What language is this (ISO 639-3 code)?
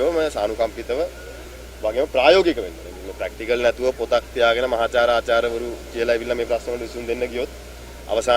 sin